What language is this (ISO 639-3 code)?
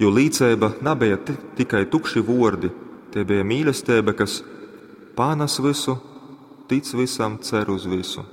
ltg